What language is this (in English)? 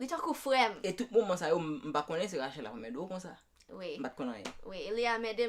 Haitian Creole